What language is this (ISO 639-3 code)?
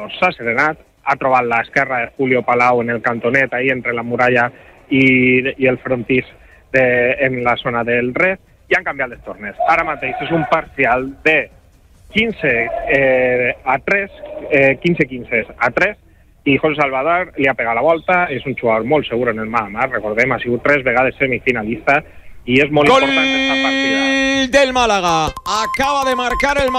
cat